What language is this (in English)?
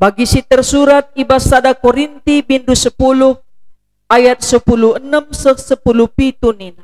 Batak Karo